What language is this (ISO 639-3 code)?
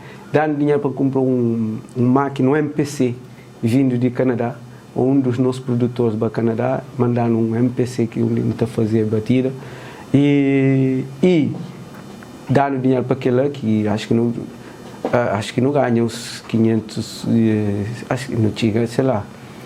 kea